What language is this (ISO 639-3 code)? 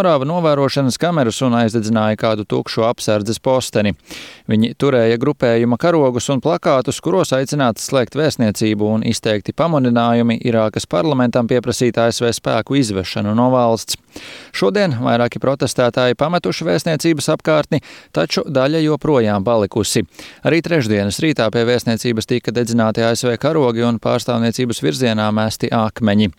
lav